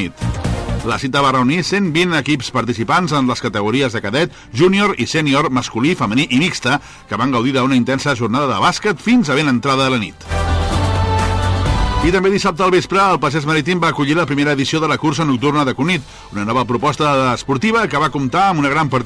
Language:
Catalan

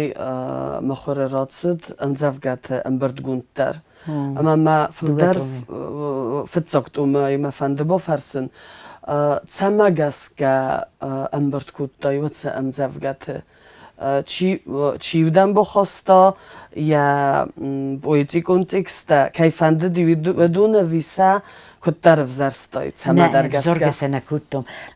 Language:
Ossetic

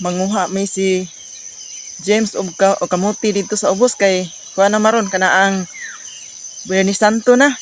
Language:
Cebuano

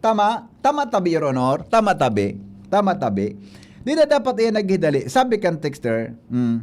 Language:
Bikol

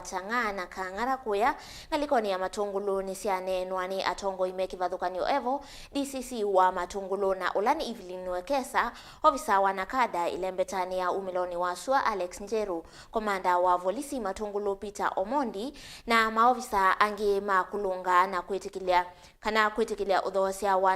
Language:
Kamba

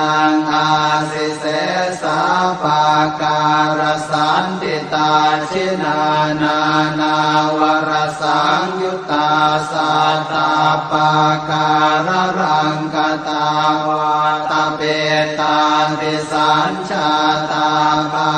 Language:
Pali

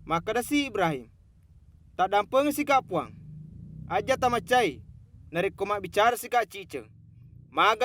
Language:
Buginese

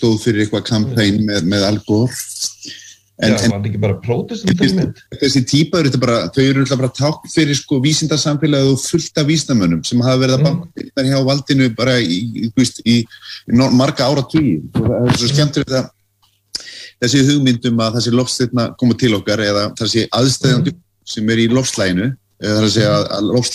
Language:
Icelandic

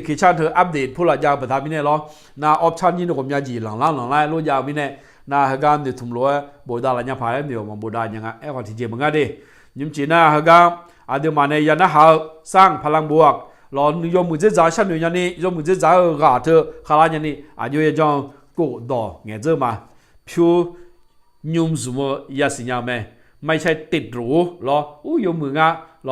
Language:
Akha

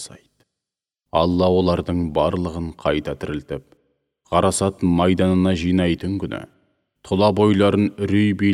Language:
Kazakh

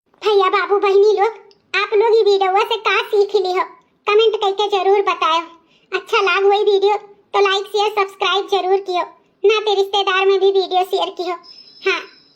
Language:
Awadhi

